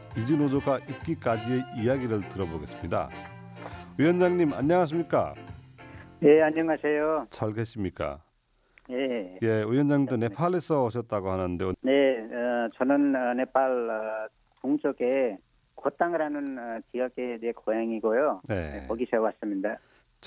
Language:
Korean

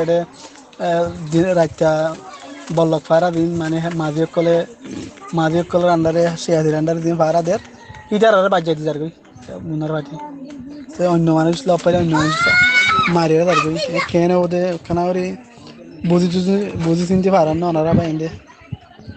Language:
Rohingya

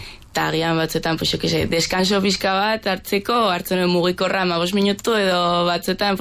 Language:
Basque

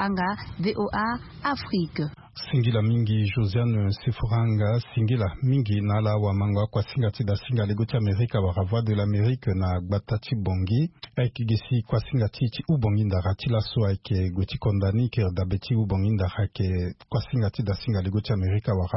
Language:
Sango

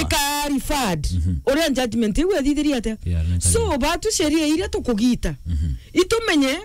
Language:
Meru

